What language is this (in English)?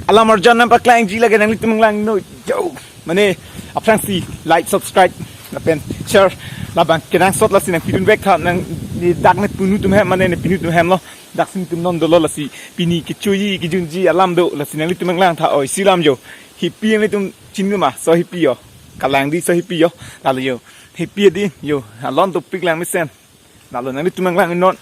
Karbi